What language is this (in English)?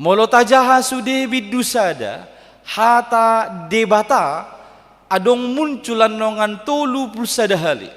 Batak Toba